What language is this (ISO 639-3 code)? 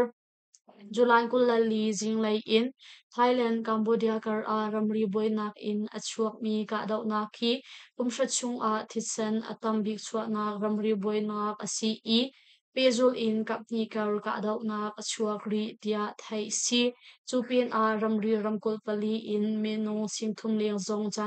cnh